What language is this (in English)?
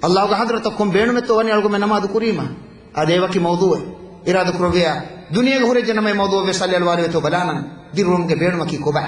Divehi